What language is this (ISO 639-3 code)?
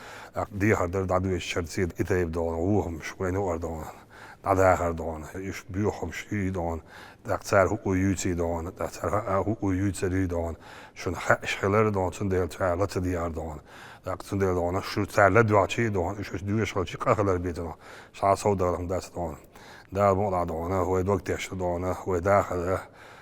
che